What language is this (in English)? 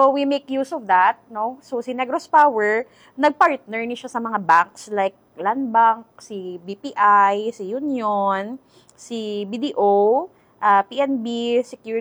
Hiligaynon